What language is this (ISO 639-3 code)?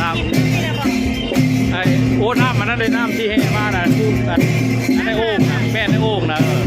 tts